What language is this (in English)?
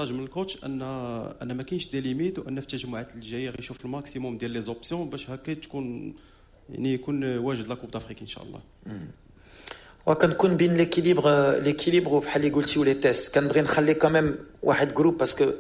Moroccan Arabic